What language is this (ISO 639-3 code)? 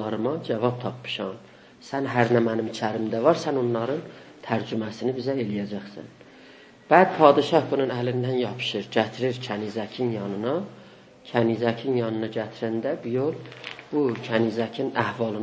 azb